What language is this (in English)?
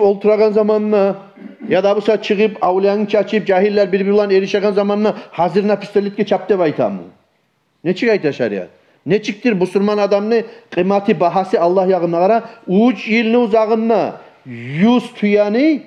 Kumyk